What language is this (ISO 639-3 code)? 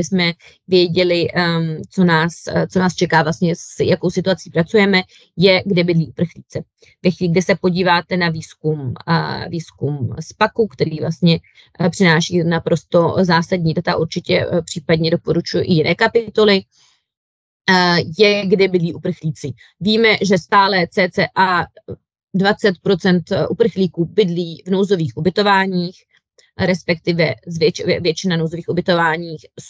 ces